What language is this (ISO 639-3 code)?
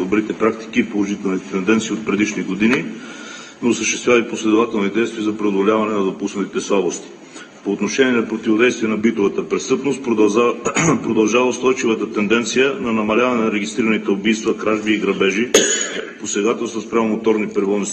bul